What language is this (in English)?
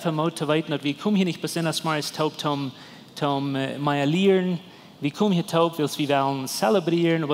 Plautdietsch